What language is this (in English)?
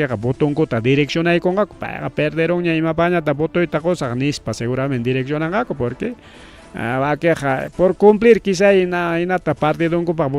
Ayacucho Quechua